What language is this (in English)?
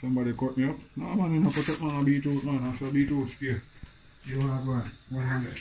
Jamaican Creole English